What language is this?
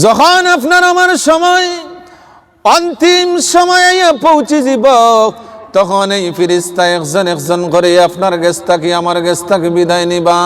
Sylheti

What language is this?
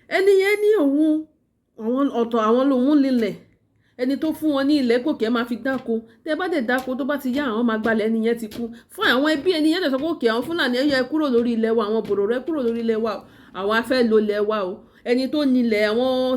Yoruba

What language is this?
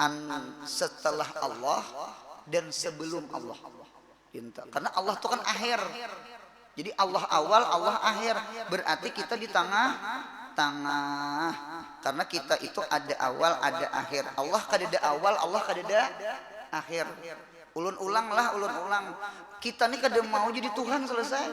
Banjar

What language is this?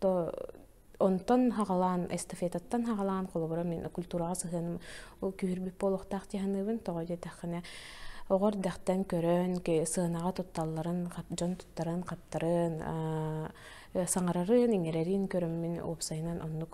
Yakut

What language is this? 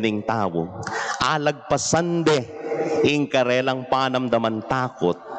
Pampanga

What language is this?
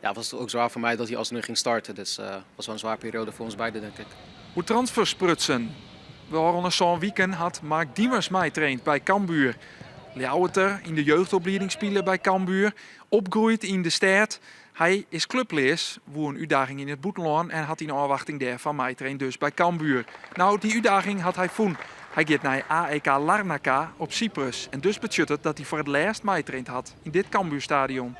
Western Frisian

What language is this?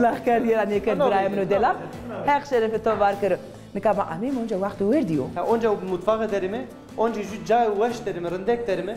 Zaza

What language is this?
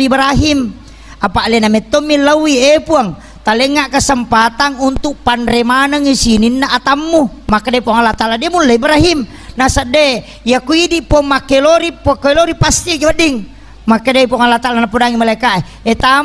Buginese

